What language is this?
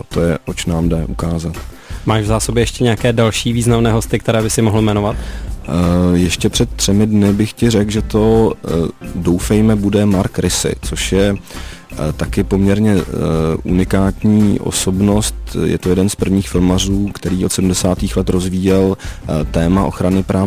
Czech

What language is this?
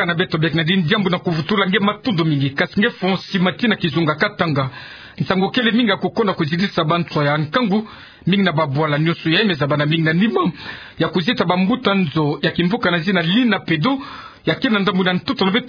Kituba (Democratic Republic of Congo)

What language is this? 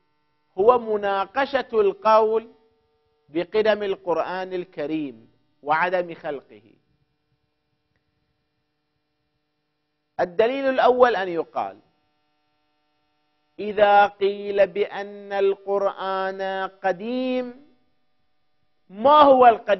Arabic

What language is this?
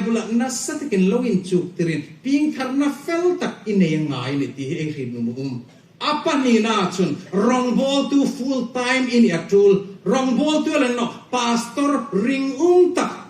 Hmar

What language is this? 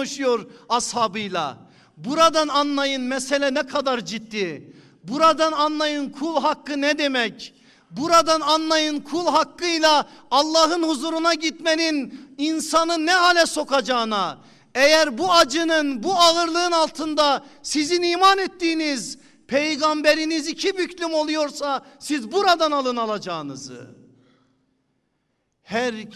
Turkish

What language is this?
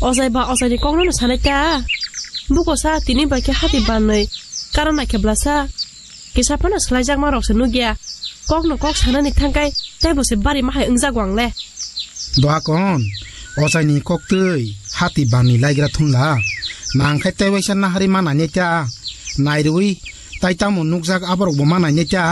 Kok Borok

